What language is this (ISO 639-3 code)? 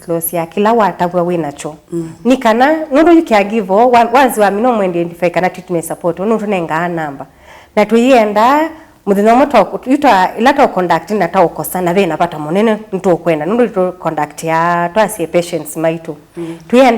kam